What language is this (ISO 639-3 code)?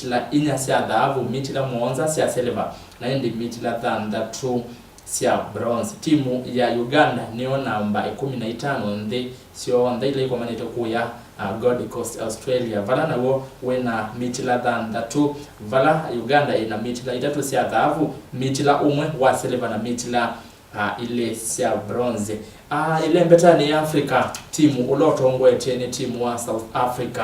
kam